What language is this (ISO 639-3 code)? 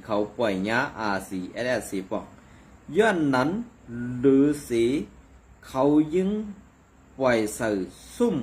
shn